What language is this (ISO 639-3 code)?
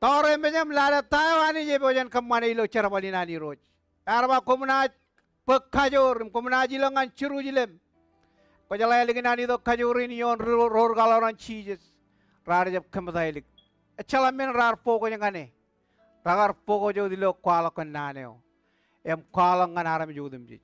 mah